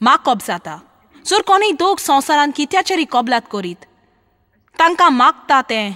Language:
Konkani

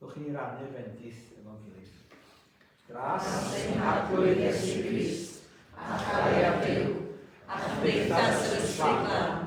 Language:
Welsh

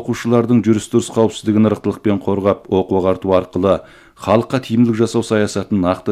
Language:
Kazakh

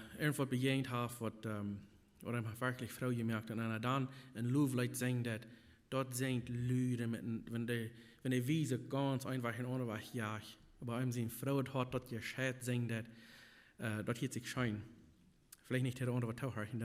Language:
Plautdietsch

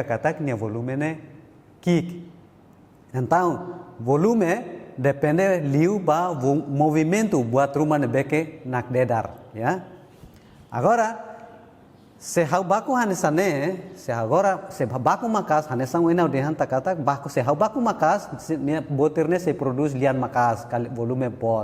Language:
Tetum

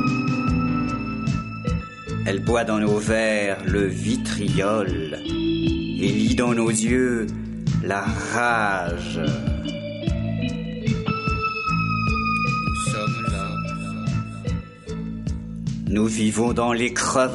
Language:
French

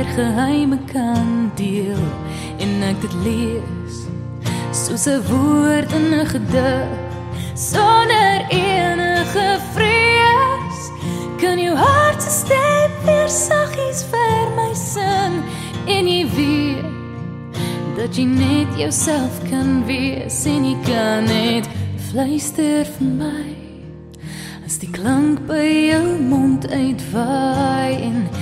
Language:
Afrikaans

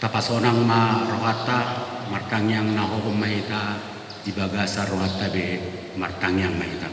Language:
Batak Toba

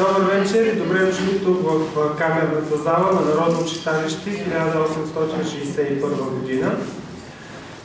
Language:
Bulgarian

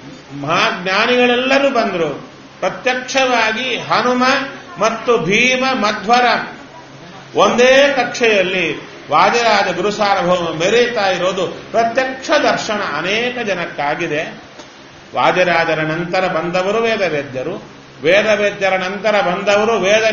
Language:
Kannada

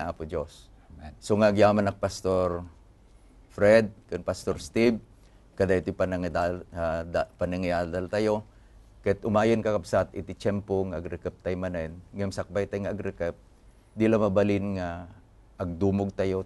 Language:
Iloko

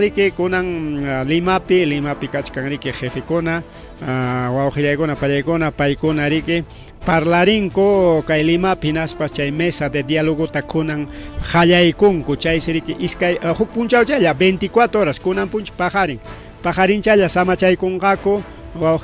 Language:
Ayacucho Quechua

